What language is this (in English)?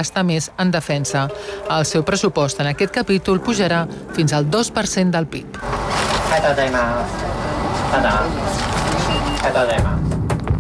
Catalan